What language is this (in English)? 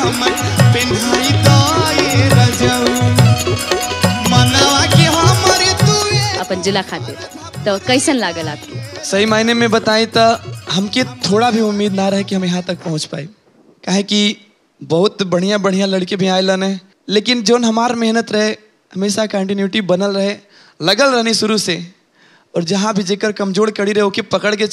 Bhojpuri